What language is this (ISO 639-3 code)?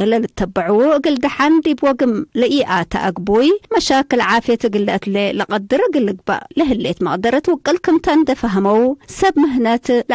tig